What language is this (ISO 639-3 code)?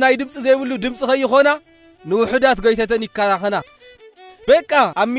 tir